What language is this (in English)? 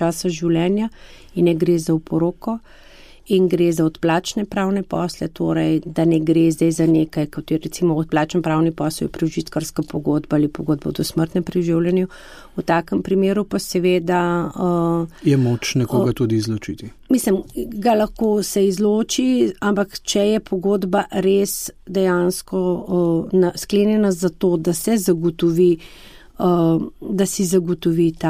Slovenian